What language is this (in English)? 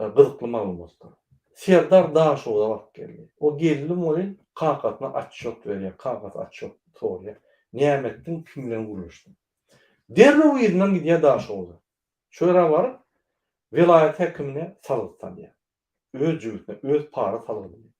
Turkmen